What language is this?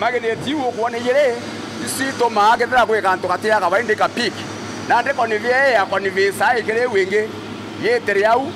Meru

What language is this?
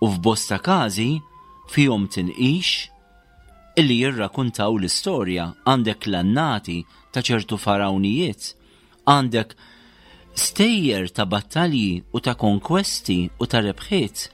Maltese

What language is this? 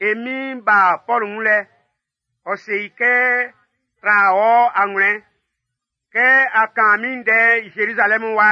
Baoulé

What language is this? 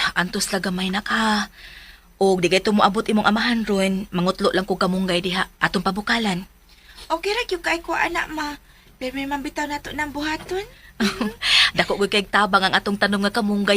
Cebuano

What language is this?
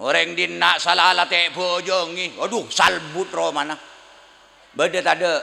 Madurese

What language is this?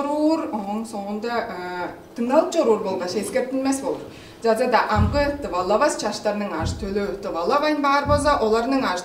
Tuvinian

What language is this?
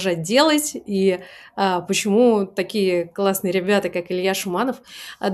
Russian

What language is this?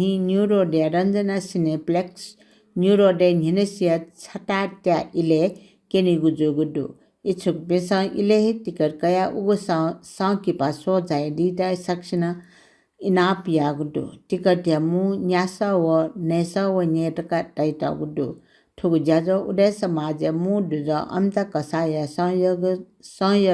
Newari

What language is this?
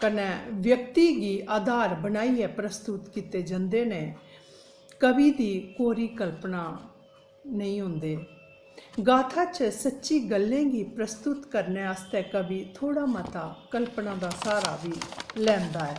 Dogri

